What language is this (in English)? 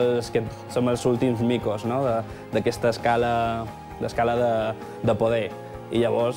Catalan